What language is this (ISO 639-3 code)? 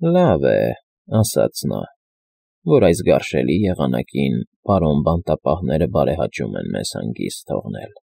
hye